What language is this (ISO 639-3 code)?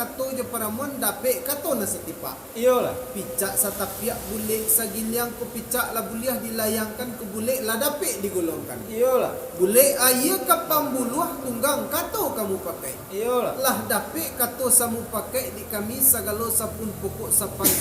min